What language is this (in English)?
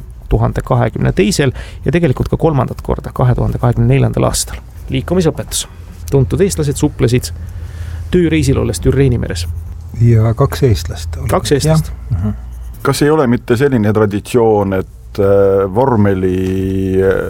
Estonian